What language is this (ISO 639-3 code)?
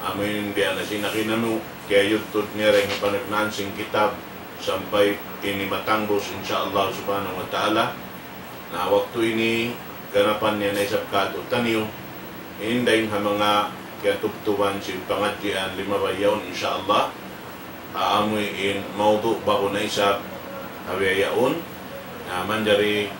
tsg